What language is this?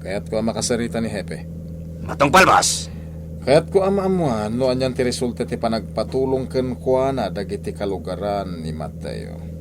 Iloko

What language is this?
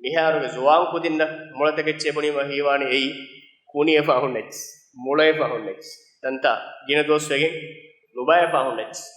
Divehi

